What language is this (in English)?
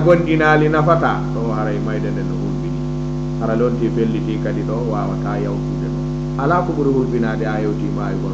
Fula